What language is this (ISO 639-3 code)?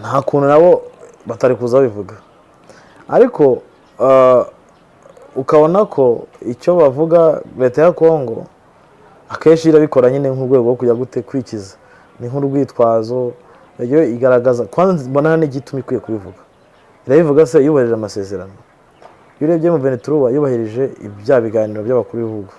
kin